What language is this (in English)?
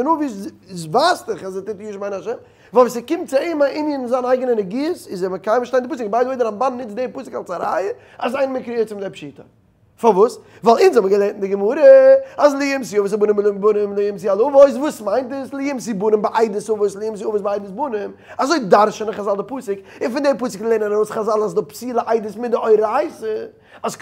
Yiddish